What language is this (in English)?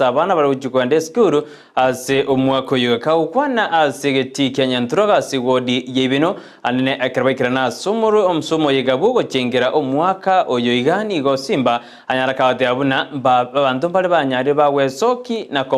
Gusii